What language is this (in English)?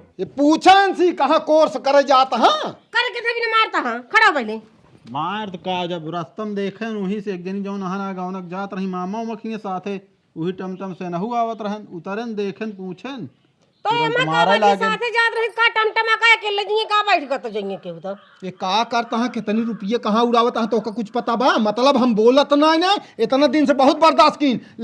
Awadhi